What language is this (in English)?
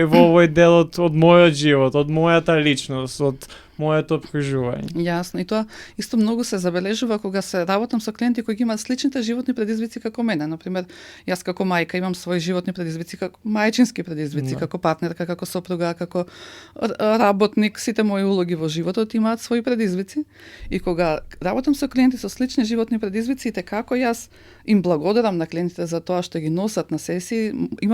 Macedonian